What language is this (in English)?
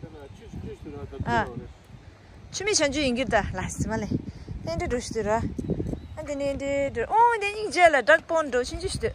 Tibetan